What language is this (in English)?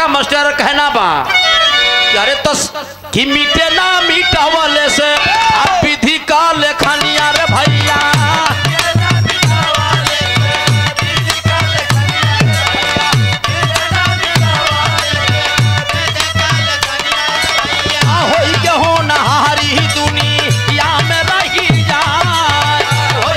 Bhojpuri